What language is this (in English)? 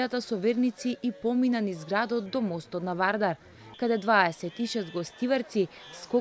Macedonian